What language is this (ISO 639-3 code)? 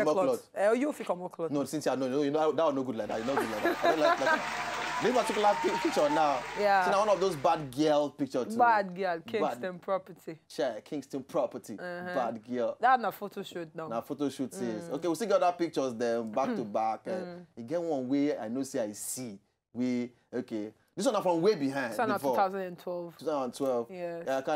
pcm